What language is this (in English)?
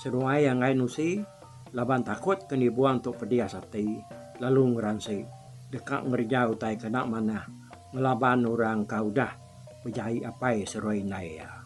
Iban